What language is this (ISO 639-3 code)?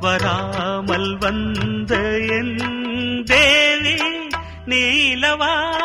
tam